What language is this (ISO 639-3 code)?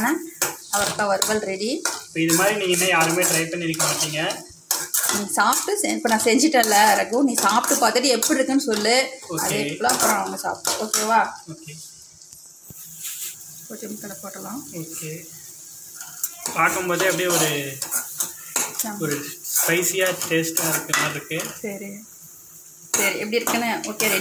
tam